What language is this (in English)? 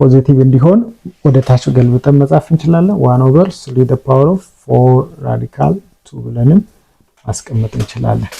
Amharic